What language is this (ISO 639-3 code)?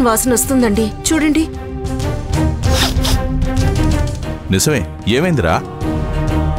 tel